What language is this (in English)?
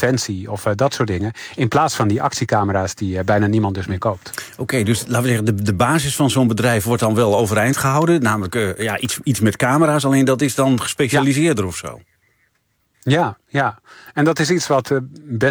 Dutch